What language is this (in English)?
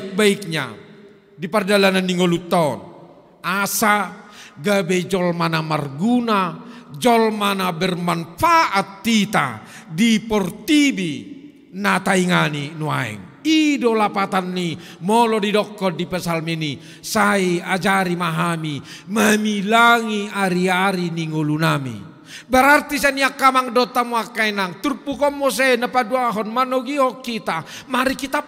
Batak Toba